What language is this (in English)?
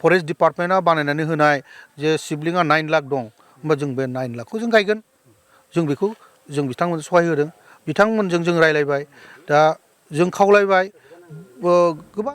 Bodo